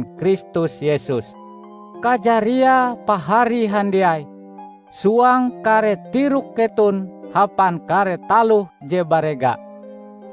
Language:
Ngaju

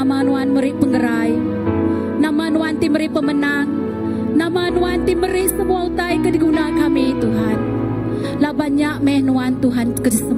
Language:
Iban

